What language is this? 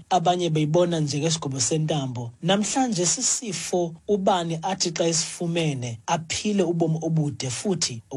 Xhosa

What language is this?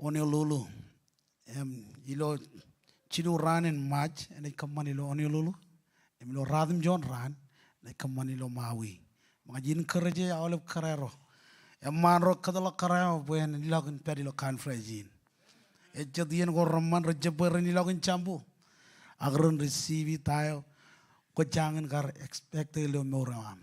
Marshallese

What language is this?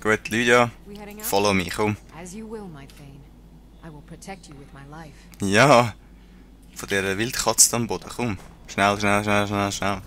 Swiss German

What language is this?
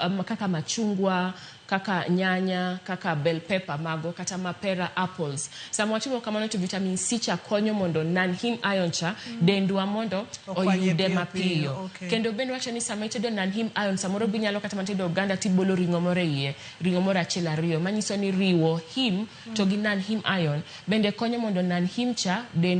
Luo (Kenya and Tanzania)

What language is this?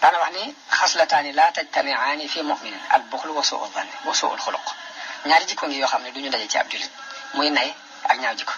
Wolof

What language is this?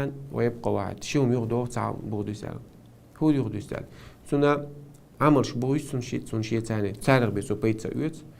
Chechen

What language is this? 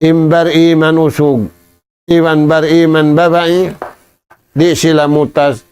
Tausug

